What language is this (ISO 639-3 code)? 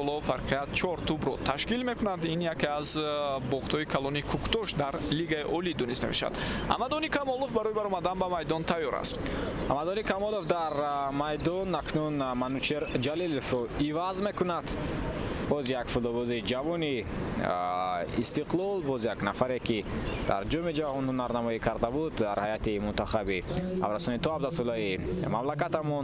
tgk